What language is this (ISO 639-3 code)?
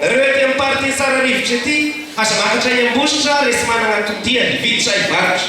mlg